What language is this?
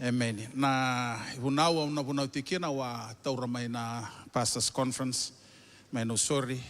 Fijian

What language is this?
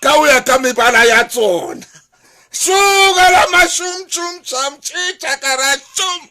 Southern Sotho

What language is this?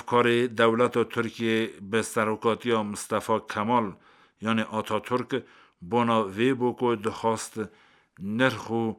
Kurdish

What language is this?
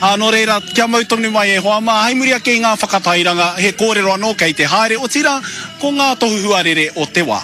Māori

